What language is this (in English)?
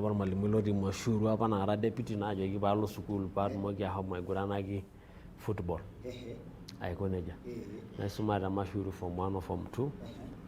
Masai